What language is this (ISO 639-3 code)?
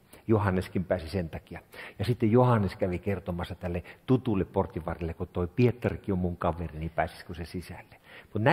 fin